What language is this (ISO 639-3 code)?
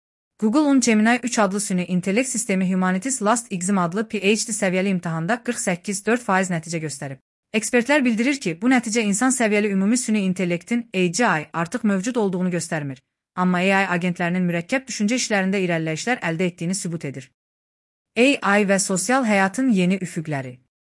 aze